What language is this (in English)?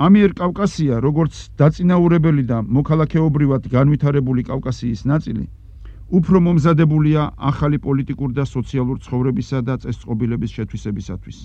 Georgian